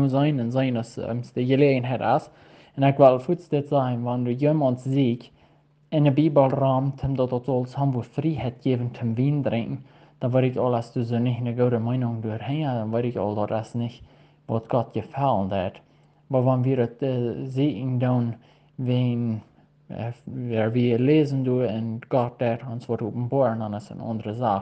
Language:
Plautdietsch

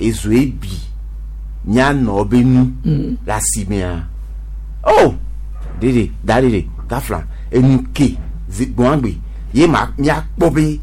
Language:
Gen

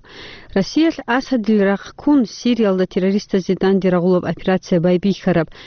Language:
Avaric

